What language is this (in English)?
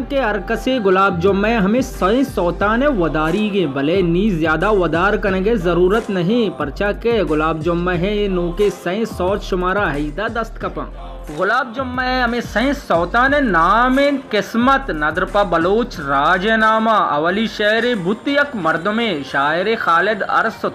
Baluchi